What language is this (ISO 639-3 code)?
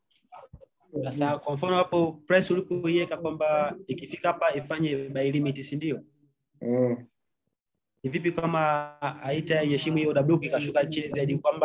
swa